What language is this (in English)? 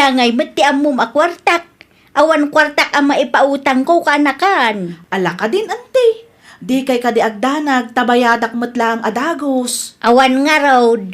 Iloko